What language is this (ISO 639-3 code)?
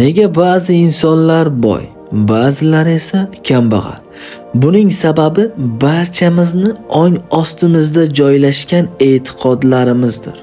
uzb